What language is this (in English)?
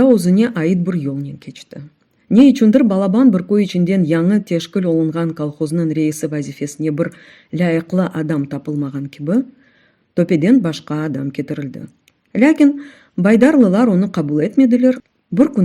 Crimean Tatar